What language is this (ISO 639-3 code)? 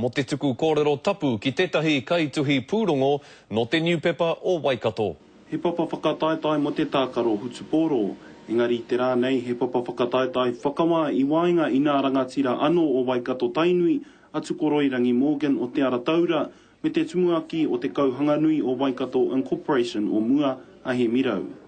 mri